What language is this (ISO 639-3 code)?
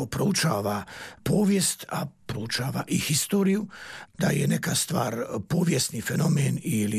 hrv